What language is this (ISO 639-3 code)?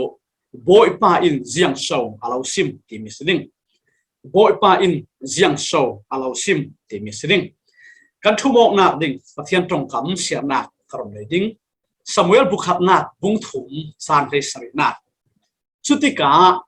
cfm